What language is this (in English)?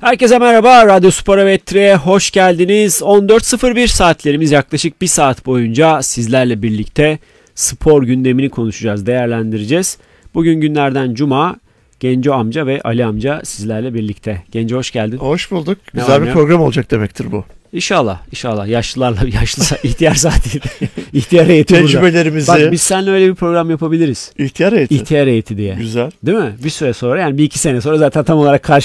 Turkish